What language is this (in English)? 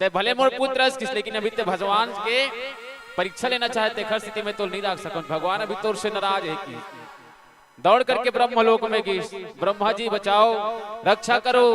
Chhattisgarhi